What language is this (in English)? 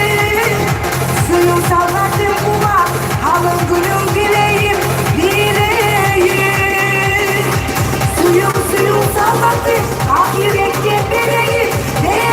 Kumyk